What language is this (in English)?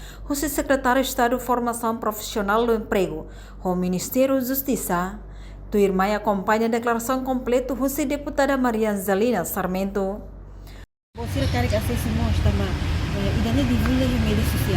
Tetum